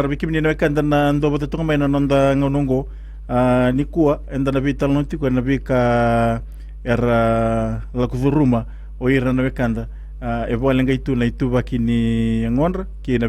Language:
Fijian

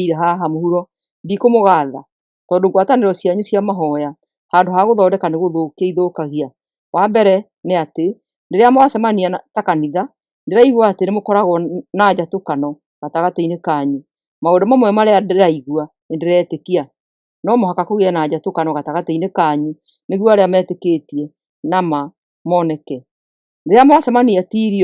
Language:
Kikuyu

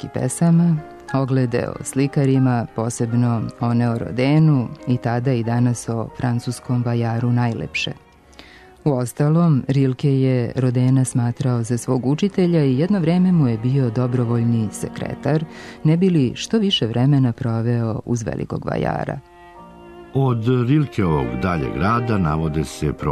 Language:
Serbian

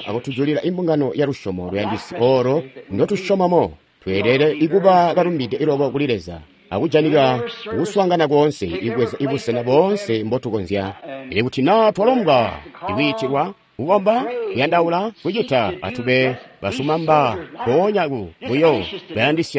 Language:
Tonga (Zambia)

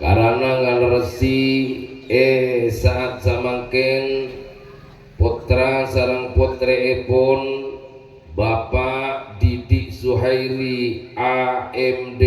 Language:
Madurese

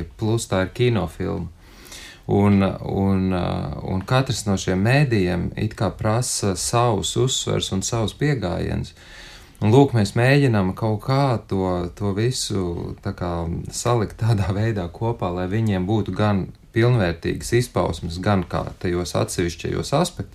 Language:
Latvian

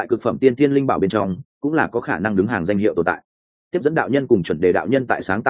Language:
Vietnamese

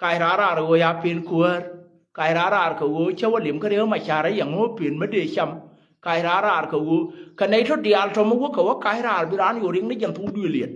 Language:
Nuer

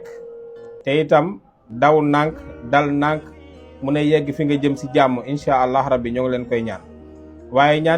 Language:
Wolof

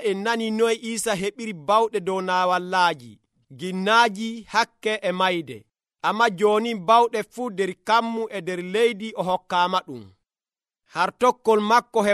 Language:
Nigerian Fulfulde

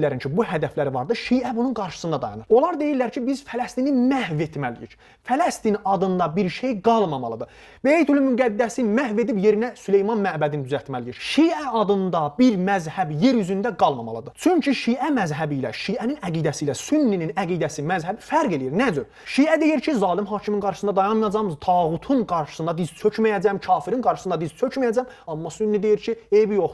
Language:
Azerbaijani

